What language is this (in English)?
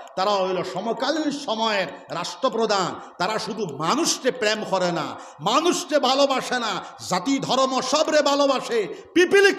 Sylheti